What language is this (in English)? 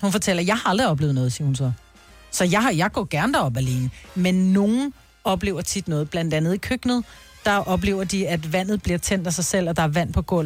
Danish